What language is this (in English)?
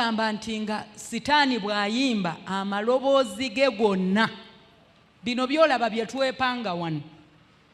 Ganda